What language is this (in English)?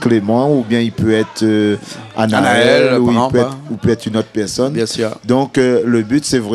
Réunion Creole French